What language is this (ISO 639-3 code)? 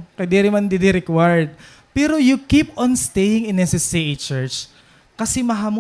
war